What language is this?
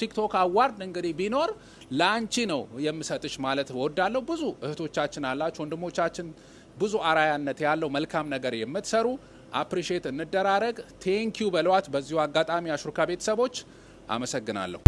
Amharic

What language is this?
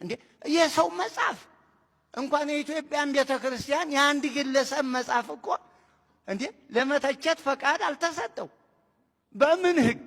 Amharic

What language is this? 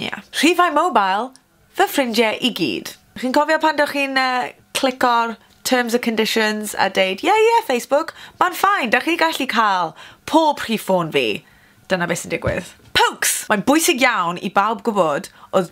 Welsh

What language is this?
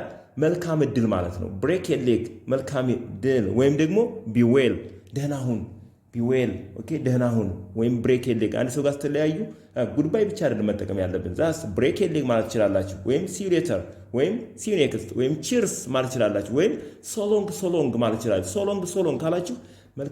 Amharic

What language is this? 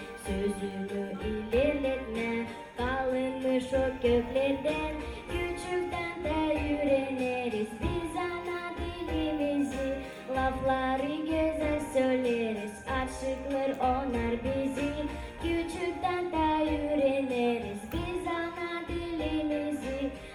Gagauz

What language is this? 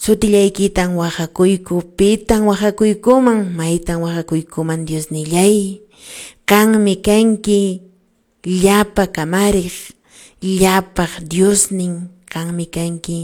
Quechua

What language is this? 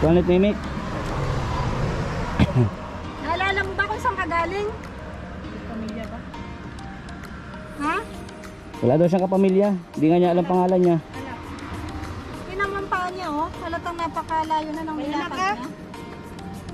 Filipino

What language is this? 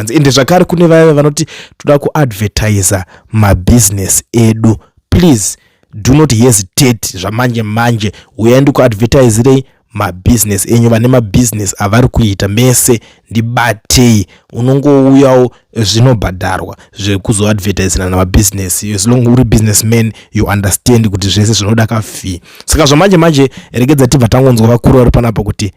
Shona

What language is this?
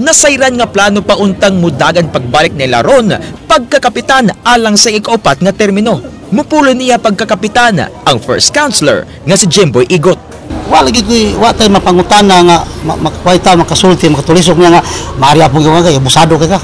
Cebuano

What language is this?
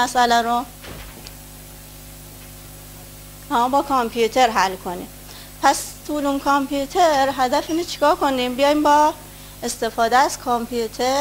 Persian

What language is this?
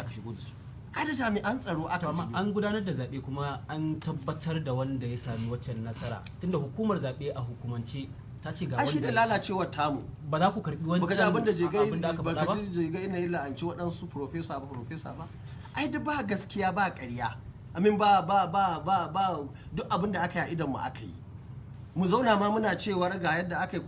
Hausa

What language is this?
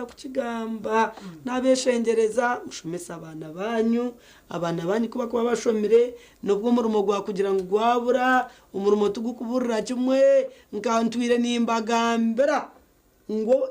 Nyankole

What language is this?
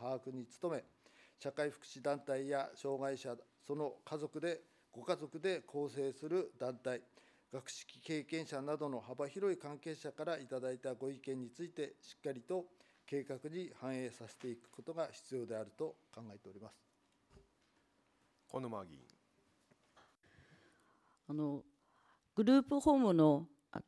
Japanese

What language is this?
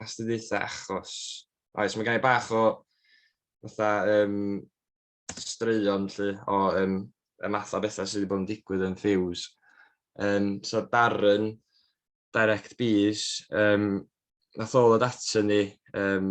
Welsh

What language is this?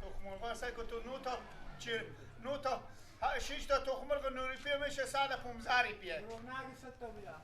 Persian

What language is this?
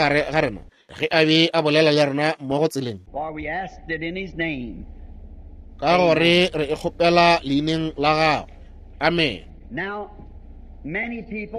Northern Sotho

